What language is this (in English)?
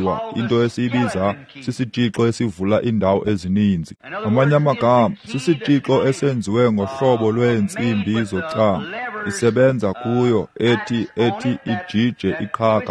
Xhosa